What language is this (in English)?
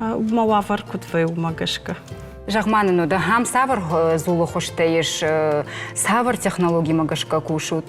Ossetic